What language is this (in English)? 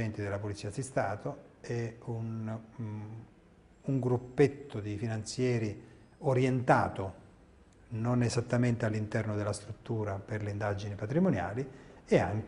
Italian